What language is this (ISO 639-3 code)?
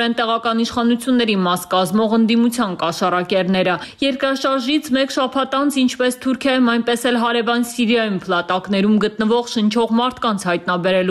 hye